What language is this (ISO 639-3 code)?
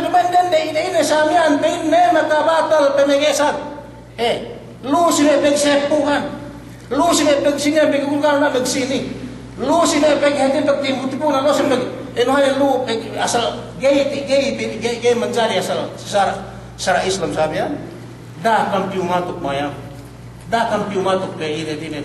yka